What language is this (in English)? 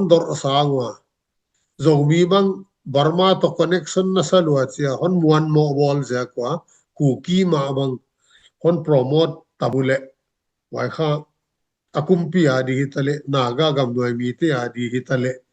Tedim Chin